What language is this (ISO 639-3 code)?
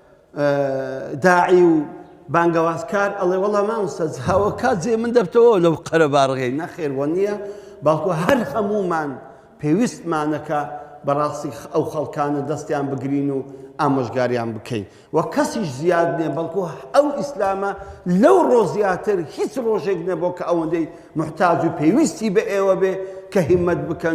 ckb